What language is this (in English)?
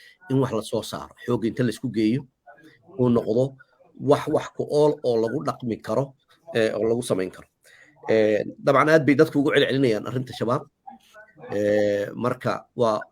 Somali